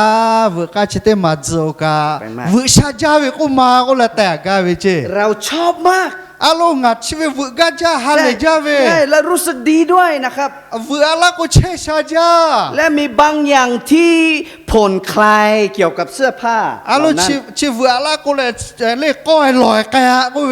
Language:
Lahu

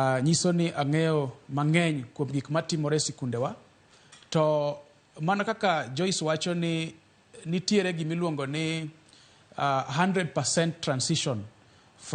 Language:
Luo (Kenya and Tanzania)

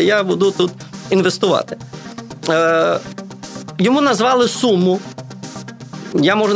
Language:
Ukrainian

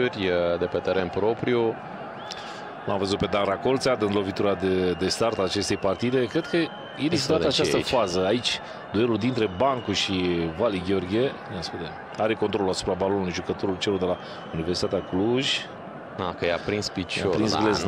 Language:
Romanian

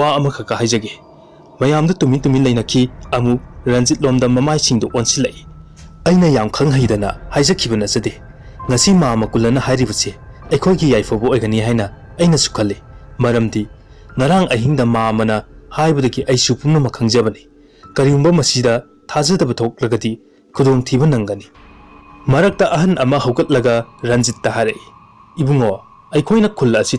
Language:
Manipuri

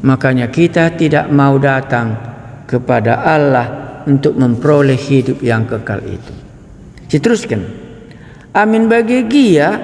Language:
Batak Karo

